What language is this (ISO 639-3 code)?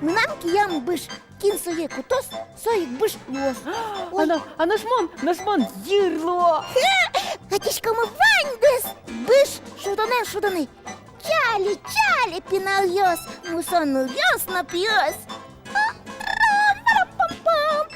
udm